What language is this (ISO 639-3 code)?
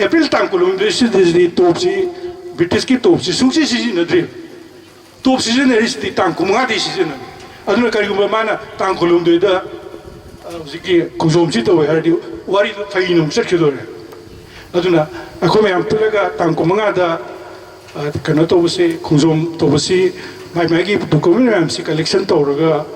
mni